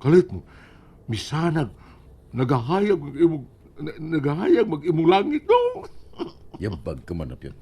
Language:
Cebuano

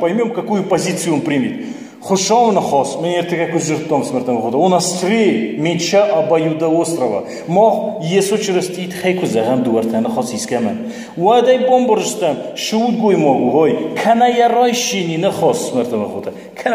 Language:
Ossetic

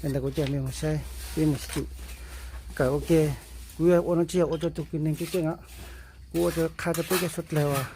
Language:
Hmong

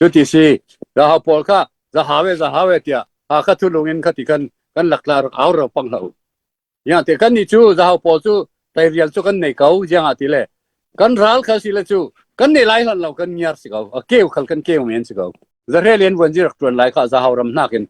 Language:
Falam Chin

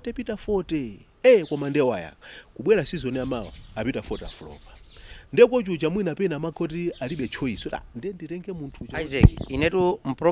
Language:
Nyanja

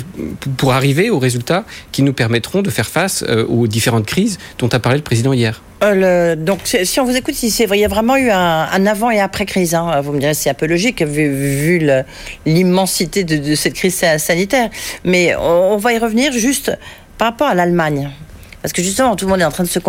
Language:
French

